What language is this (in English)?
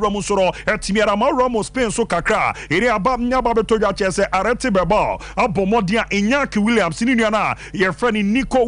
Akan